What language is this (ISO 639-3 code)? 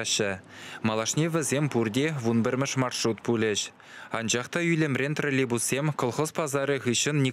chv